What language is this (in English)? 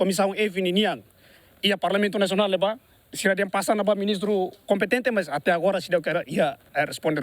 Tetum